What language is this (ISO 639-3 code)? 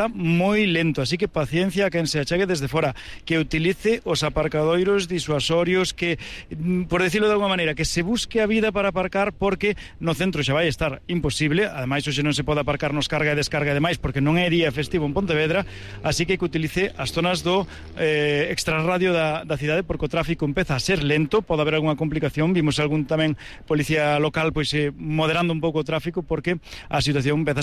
glg